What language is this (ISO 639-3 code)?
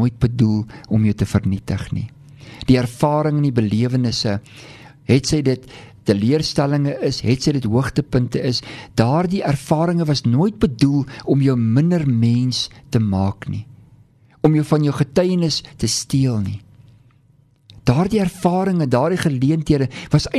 afr